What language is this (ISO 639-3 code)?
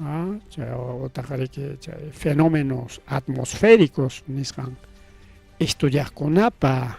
quy